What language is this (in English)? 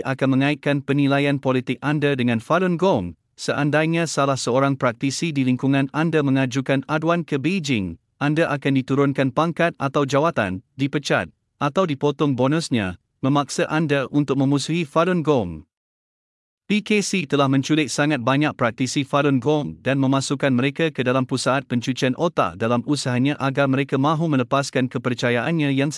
Malay